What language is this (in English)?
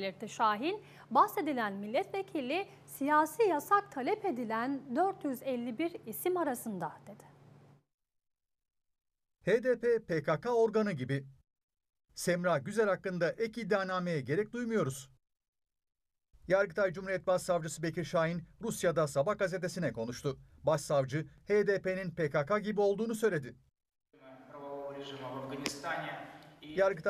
Turkish